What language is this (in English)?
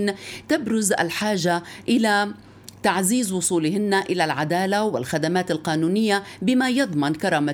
Arabic